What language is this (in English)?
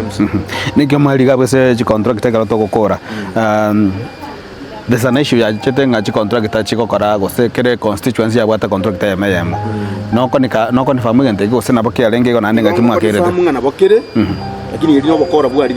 Gusii